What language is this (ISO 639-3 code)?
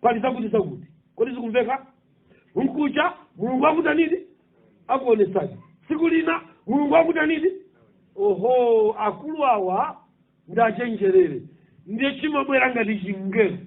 nya